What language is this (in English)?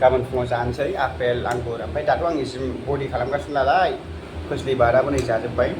Bodo